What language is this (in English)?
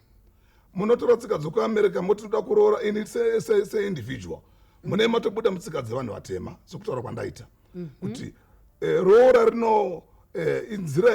Shona